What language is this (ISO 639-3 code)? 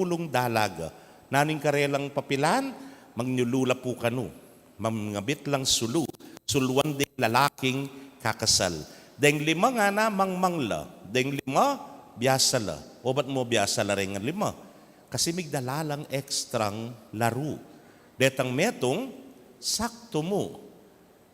pam